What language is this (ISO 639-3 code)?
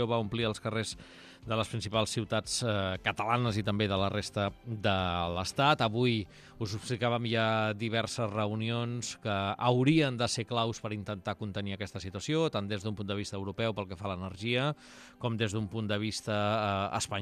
cat